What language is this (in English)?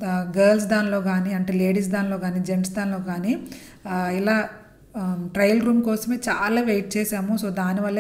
Telugu